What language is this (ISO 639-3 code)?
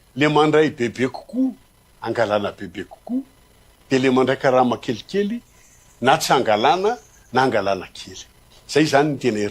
mlg